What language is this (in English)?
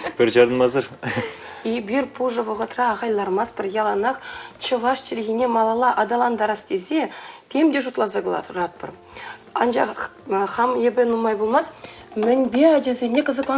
Chuvash